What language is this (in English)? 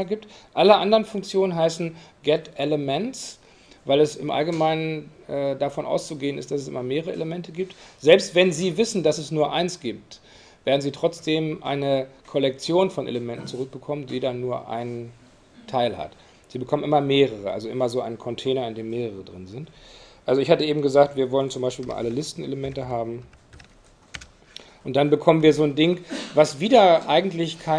German